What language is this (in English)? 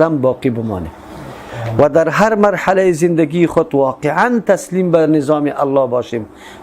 Persian